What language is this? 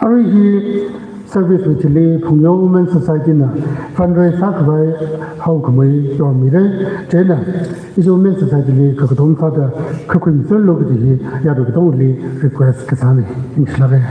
Tangkhul Naga (India)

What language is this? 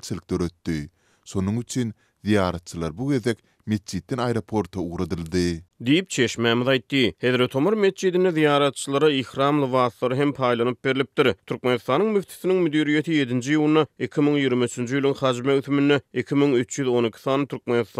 Turkmen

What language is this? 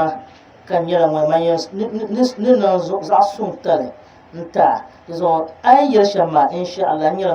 Dagbani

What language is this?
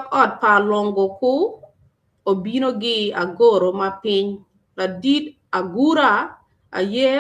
Acoli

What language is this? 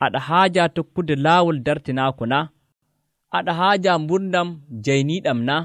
Nigerian Fulfulde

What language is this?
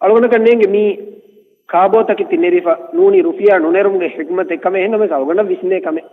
Divehi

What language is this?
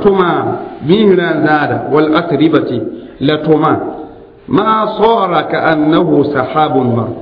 Mossi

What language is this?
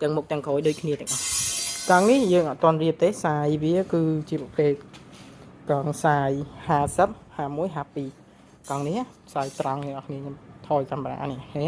Khmer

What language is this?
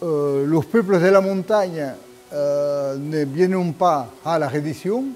Occitan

